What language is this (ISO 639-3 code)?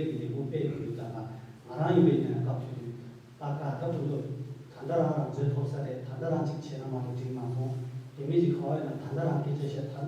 bod